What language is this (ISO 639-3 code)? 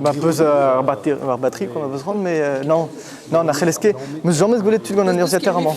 bre